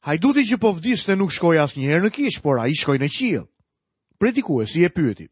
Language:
Albanian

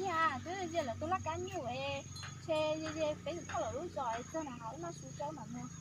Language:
Hmong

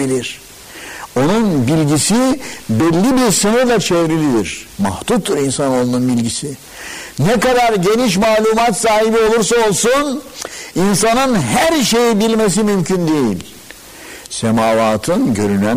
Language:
Turkish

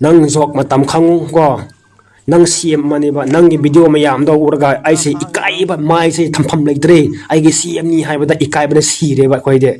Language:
Manipuri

